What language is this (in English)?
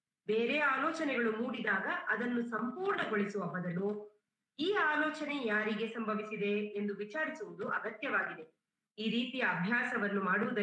Kannada